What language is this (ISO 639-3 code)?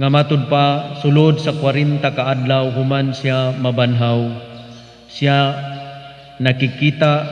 ceb